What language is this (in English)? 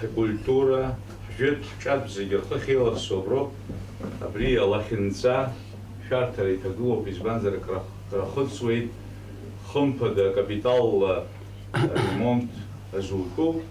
Abkhazian